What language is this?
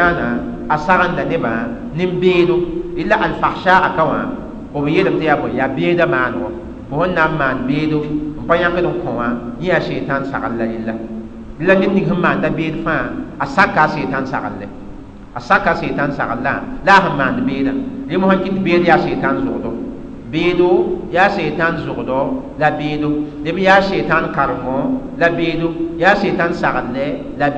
Mossi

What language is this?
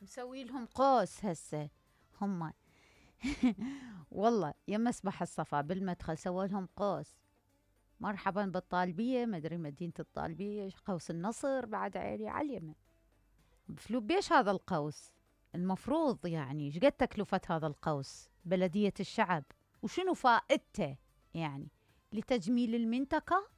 Mesopotamian Arabic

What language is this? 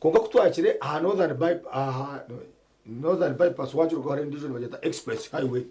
Nyankole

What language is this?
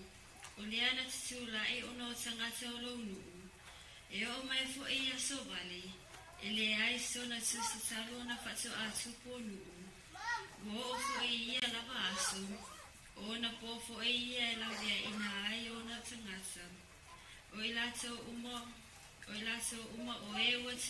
Samoan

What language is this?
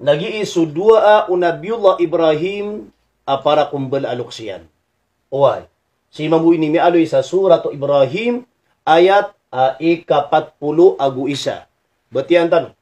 Maranao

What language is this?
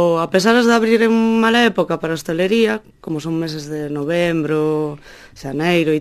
Galician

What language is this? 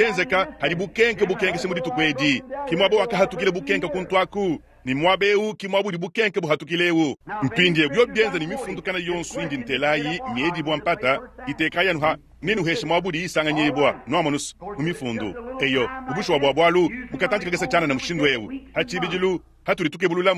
Luba-Lulua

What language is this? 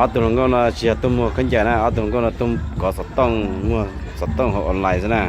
Hmong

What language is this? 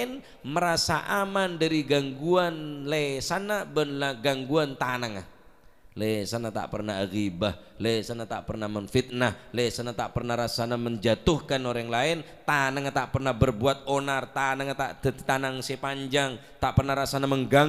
Madurese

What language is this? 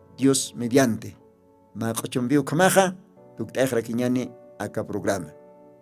Aymara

